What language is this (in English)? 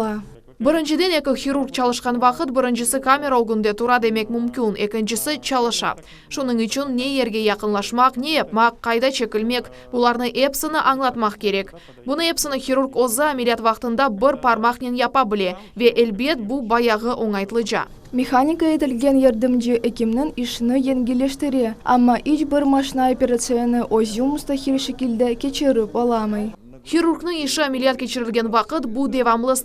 Crimean Tatar